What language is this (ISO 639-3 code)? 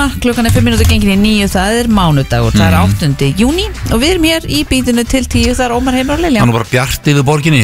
isl